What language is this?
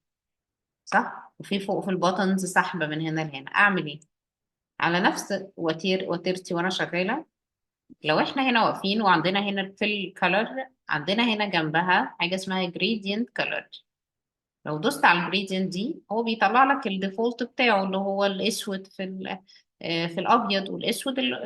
Egyptian Arabic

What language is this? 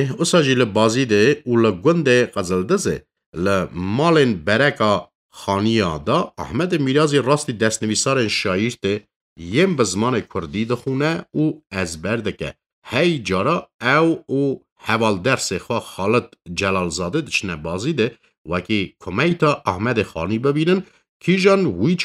Kurdish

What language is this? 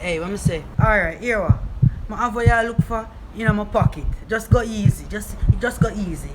Jamaican Creole English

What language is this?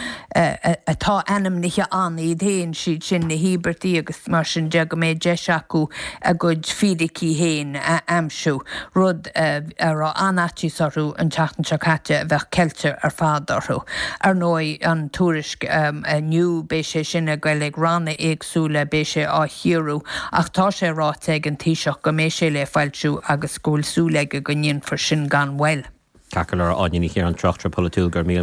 Irish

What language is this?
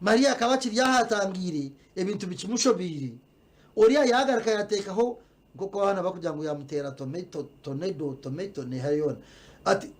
Nyankole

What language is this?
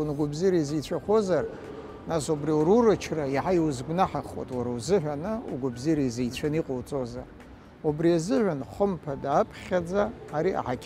Abkhazian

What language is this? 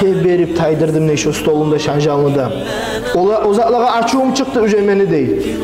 Kumyk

